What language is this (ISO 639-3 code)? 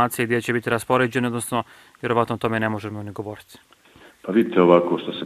bos